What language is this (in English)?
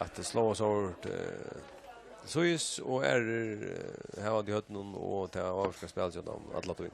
Faroese